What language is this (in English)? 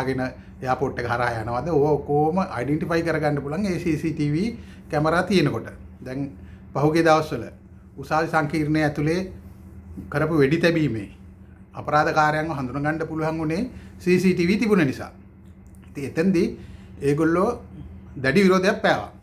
Sinhala